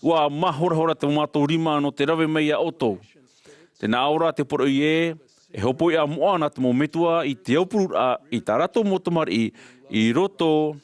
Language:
Tahitian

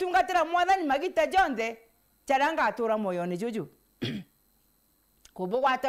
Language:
Meru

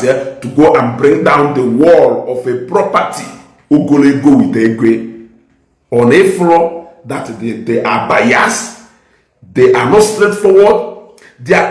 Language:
Igbo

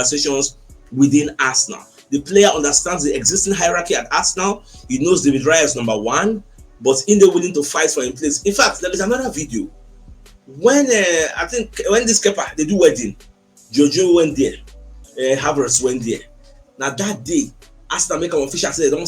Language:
Nigerian Pidgin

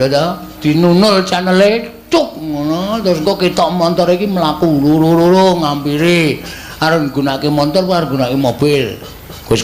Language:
Javanese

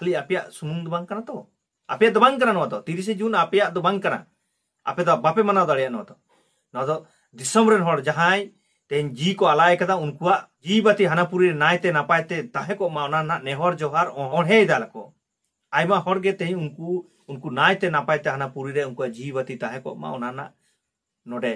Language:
Santali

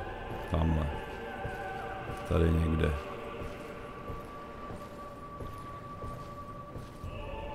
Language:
Czech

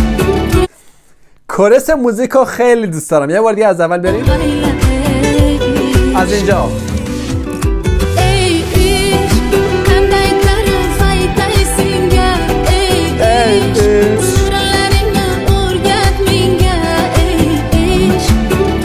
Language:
Persian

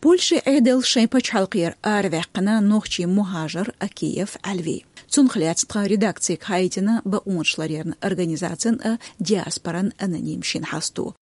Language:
Chechen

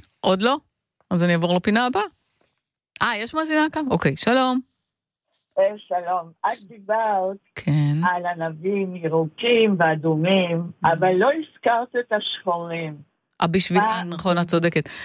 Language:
Hebrew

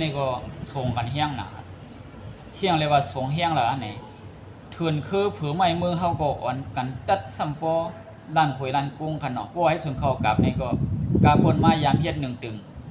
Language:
Shan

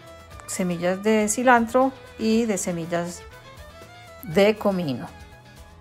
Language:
Spanish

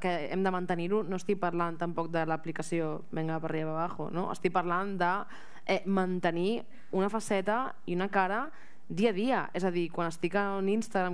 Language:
Catalan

